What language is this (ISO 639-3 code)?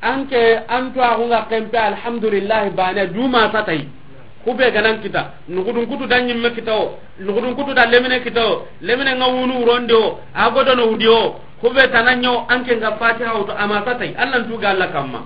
snk